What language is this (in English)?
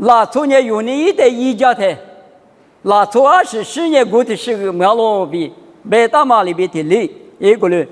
Lisu